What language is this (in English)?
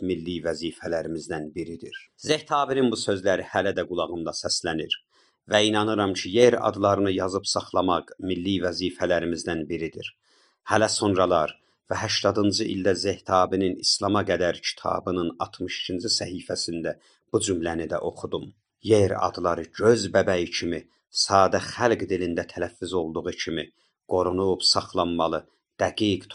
South Azerbaijani